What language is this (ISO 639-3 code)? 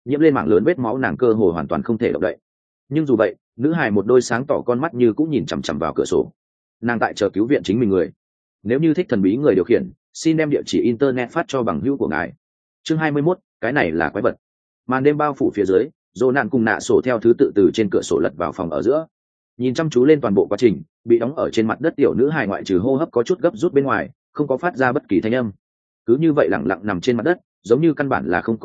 vie